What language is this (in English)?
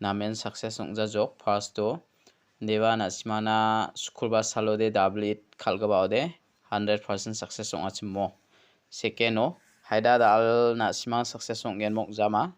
Garo